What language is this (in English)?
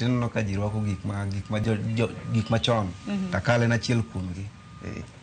Luo (Kenya and Tanzania)